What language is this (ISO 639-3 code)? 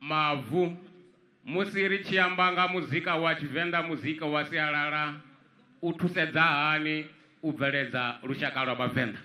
ven